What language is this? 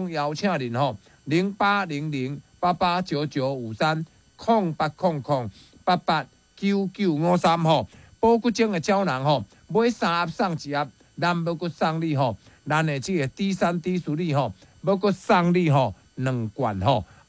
Min Nan Chinese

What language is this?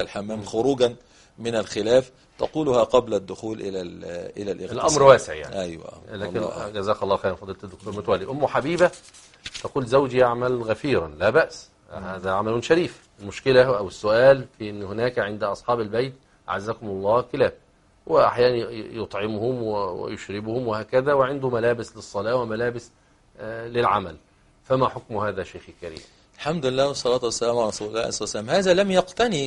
Arabic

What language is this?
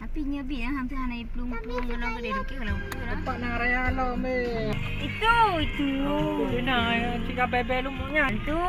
Achinese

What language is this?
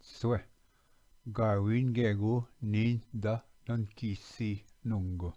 Ojibwa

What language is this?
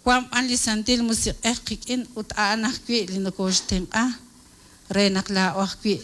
Kekchí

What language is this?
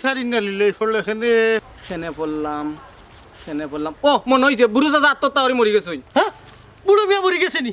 Sylheti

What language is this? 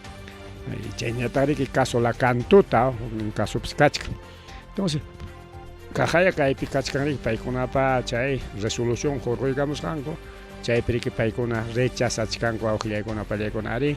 Ayacucho Quechua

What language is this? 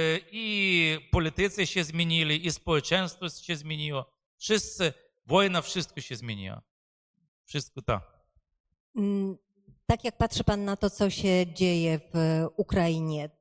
Polish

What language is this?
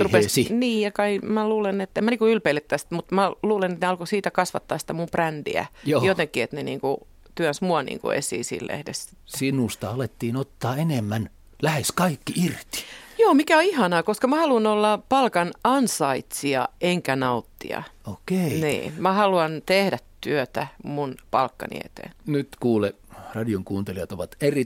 Finnish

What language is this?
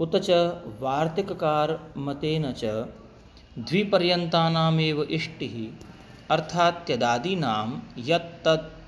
Sanskrit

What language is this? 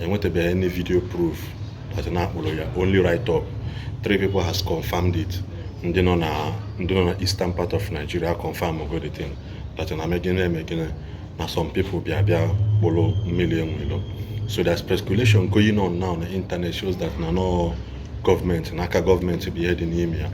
Igbo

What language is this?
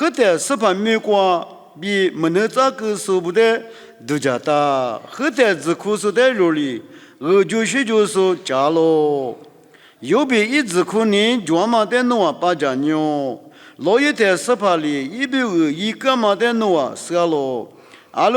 Lisu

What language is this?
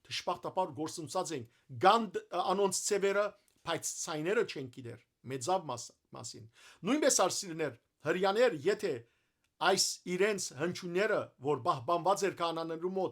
Western Armenian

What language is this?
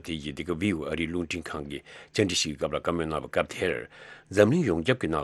Tibetan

